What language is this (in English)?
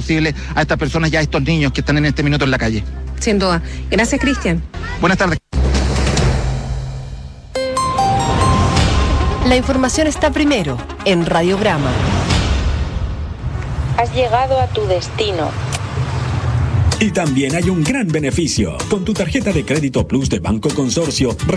Spanish